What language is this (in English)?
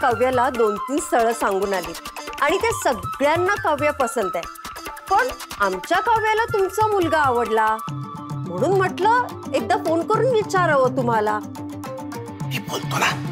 Marathi